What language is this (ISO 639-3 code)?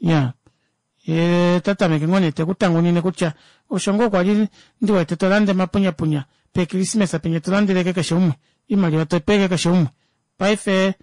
kua